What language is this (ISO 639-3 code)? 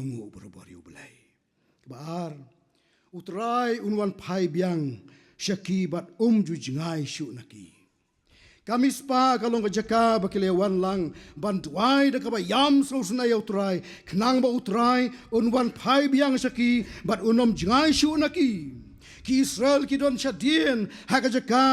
kha